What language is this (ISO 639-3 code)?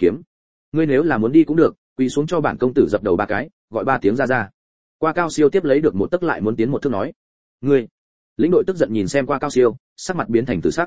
vie